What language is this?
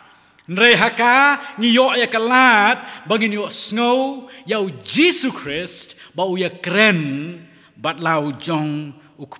Khasi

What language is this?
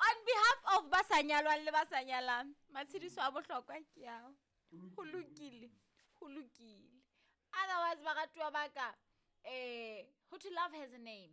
Southern Sotho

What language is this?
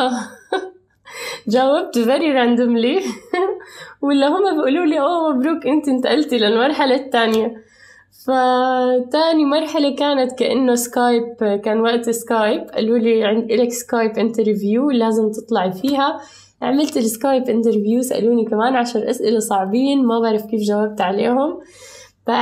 North Levantine Arabic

